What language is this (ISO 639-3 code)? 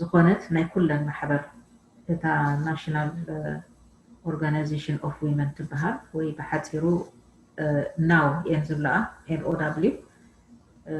tir